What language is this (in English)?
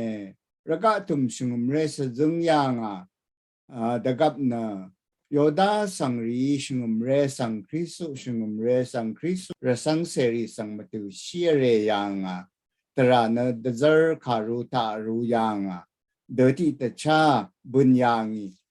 Rawang